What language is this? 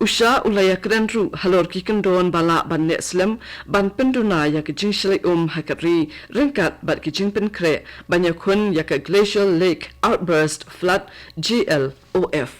Khasi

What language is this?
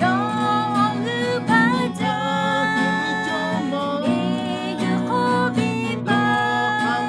Lahu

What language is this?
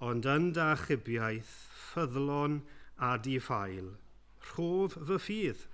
Welsh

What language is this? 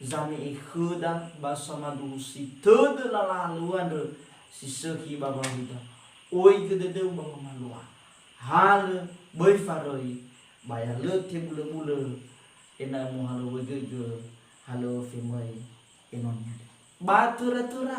Nias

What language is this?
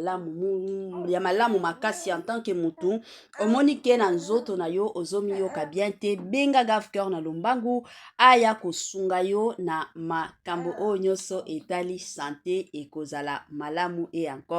Lingala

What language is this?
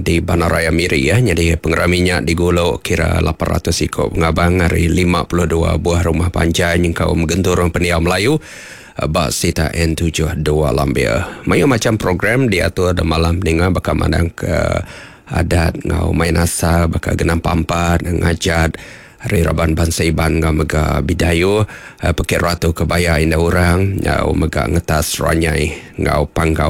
Iban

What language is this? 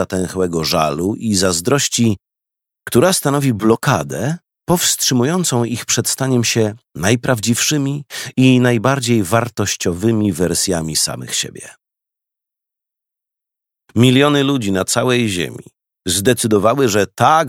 Polish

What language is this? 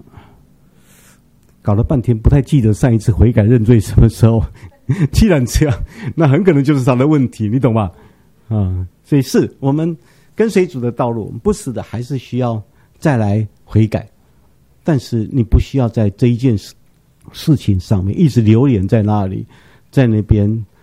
Chinese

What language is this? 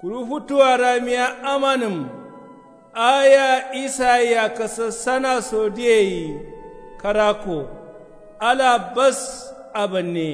Kanuri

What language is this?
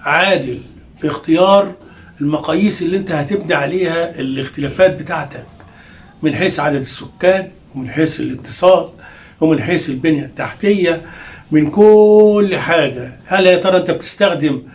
Egyptian Arabic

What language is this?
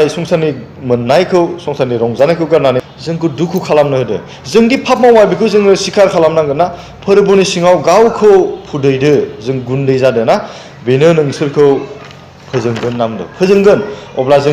Bodo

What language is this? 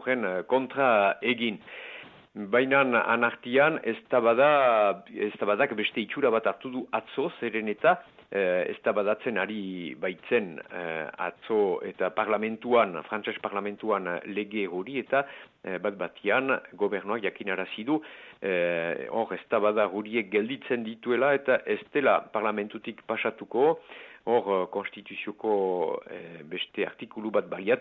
Basque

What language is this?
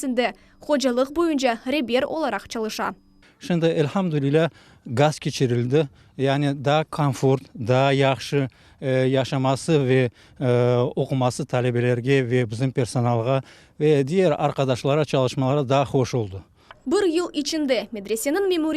Crimean Tatar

